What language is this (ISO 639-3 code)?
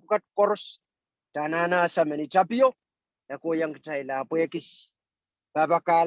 pon